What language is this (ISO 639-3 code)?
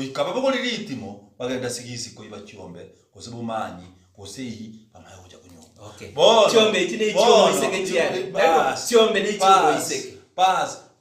guz